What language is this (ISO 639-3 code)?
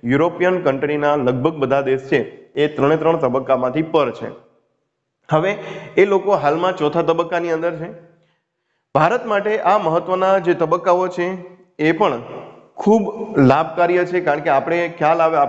guj